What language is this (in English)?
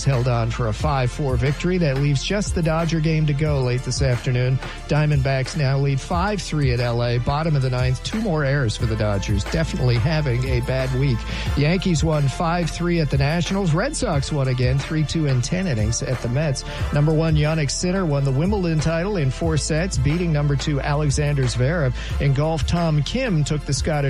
English